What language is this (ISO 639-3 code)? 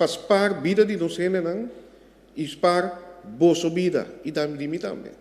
pap